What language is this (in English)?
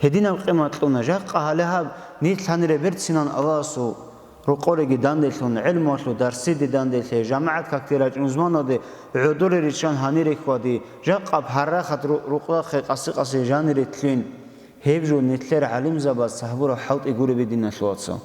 Avaric